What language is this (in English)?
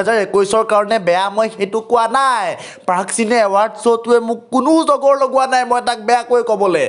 Assamese